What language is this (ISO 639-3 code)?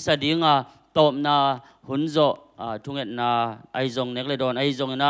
ctd